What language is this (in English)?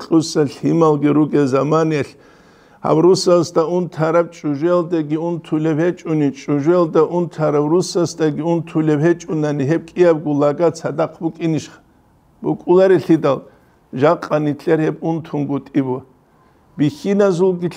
Avaric